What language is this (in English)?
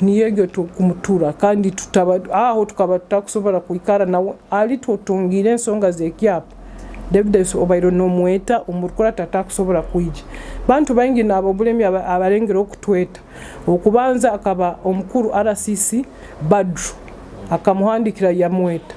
Nyoro